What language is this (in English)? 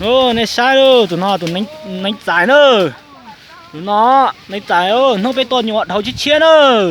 Hmong